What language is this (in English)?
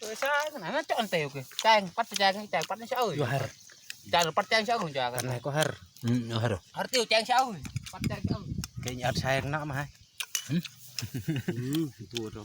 Eastern Bru